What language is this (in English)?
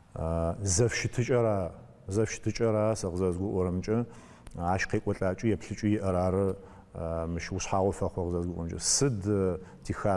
Adyghe